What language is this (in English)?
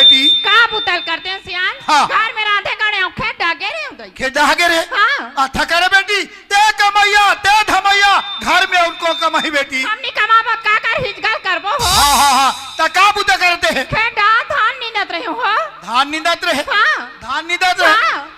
Chhattisgarhi